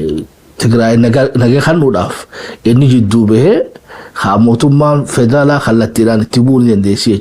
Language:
Oromo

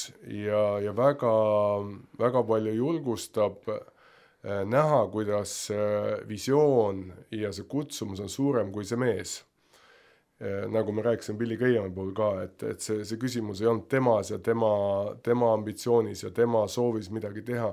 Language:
Estonian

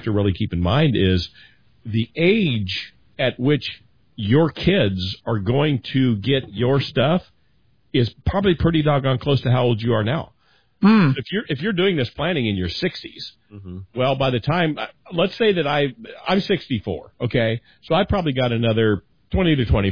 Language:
English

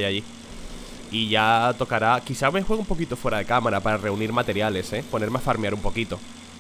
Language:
Spanish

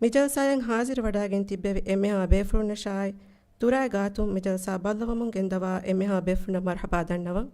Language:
Divehi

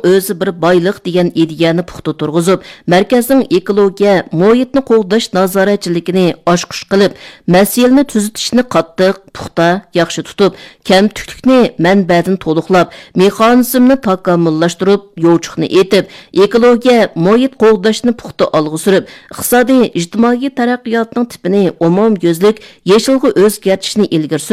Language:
Uyghur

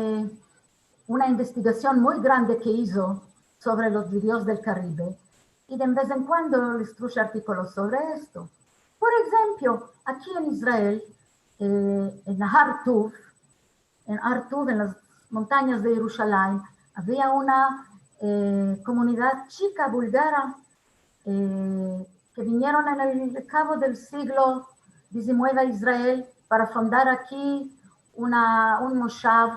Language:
Ladino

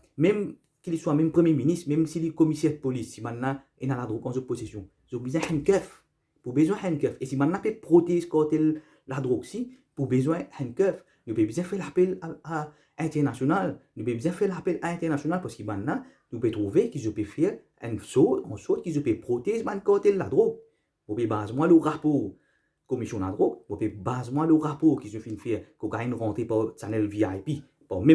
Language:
Morisyen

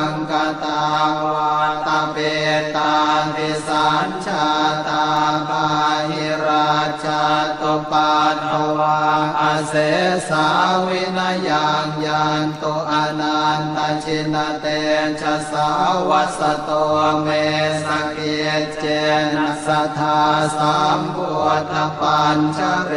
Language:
Pali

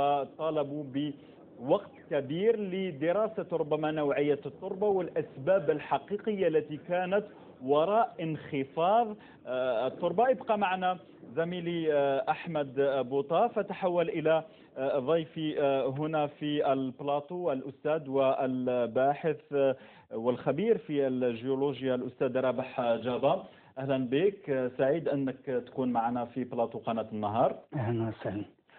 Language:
Algerian Arabic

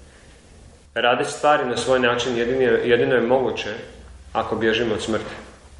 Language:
Croatian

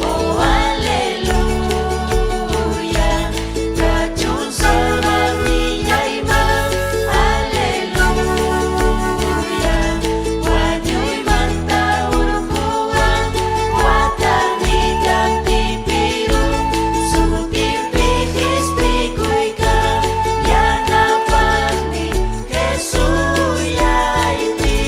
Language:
Ayacucho Quechua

